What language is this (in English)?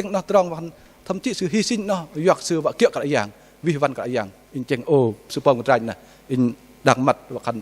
Bahnar